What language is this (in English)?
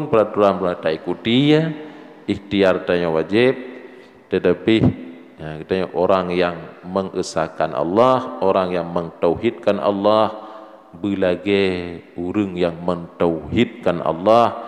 Achinese